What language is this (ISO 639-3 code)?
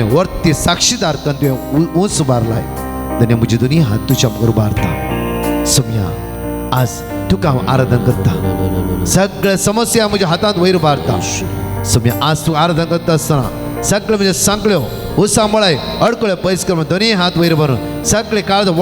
kok